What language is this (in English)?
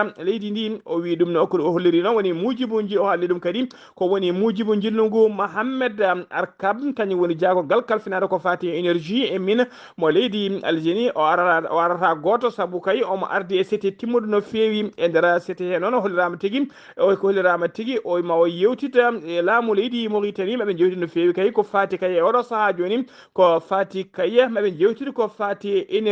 Fula